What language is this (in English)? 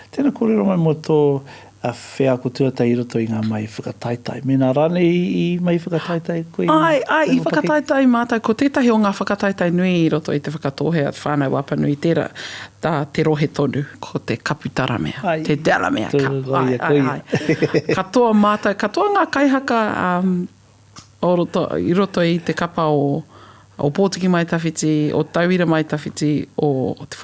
Māori